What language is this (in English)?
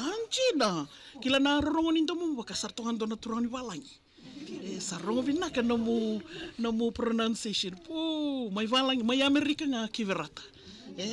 Fijian